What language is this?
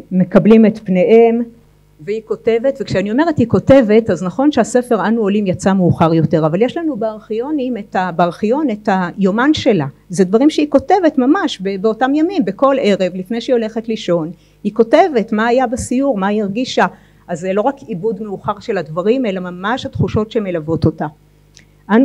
Hebrew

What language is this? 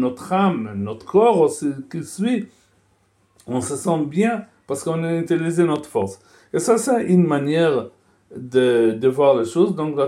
French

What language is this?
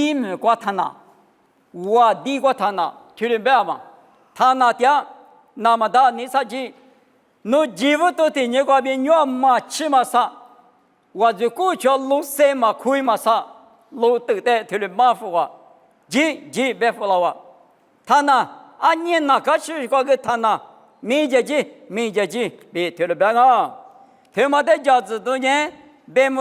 Lisu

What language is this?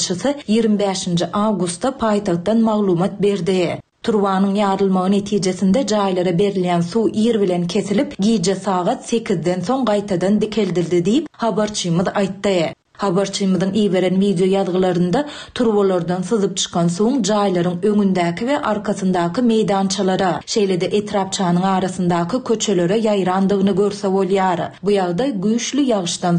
Turkmen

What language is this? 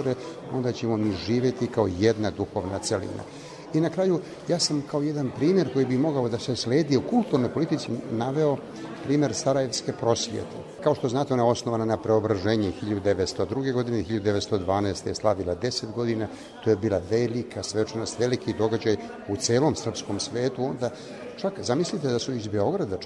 Serbian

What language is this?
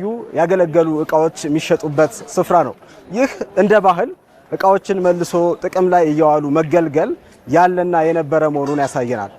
Amharic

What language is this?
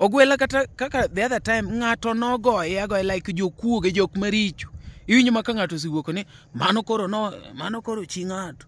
Luo (Kenya and Tanzania)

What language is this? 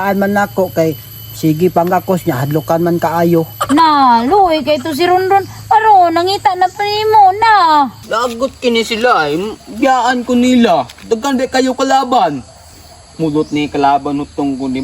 Cebuano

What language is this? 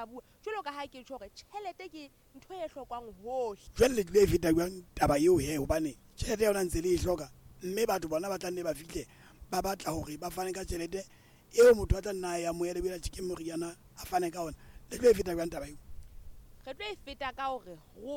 Southern Sotho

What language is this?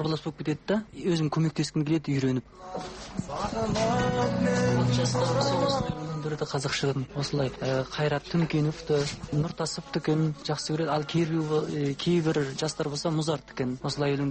Kazakh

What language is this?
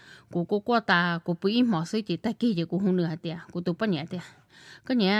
Hmong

